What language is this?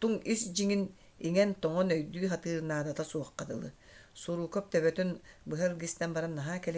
Yakut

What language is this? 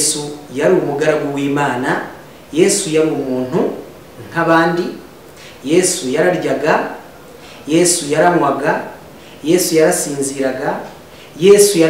Kinyarwanda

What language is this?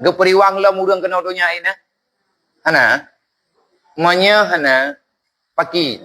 Achinese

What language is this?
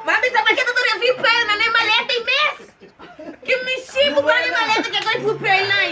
Papiamento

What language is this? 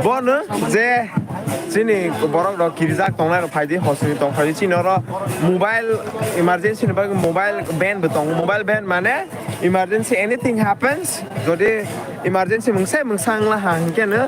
Kok Borok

